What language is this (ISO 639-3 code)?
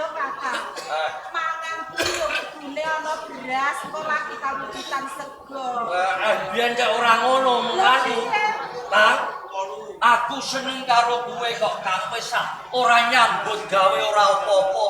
jav